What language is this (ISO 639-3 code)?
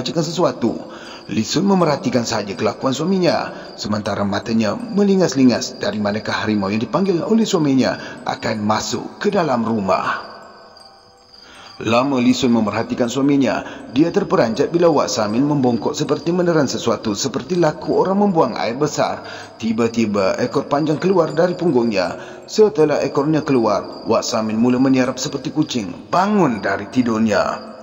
msa